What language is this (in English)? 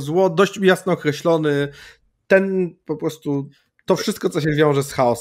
Polish